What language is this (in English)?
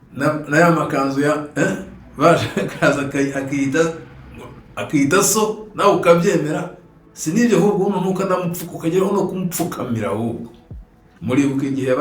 Kinyarwanda